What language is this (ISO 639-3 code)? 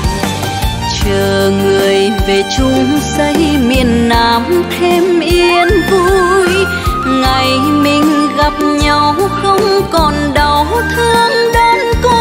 vie